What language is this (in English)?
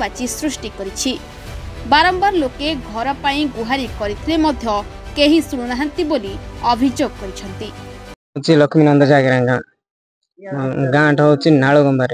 Odia